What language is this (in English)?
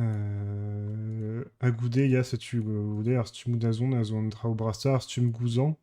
Breton